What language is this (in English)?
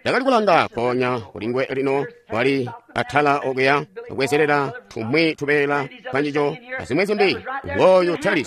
Tonga (Zambia)